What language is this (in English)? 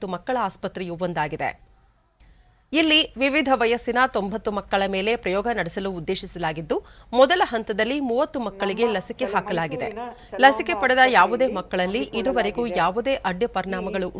Kannada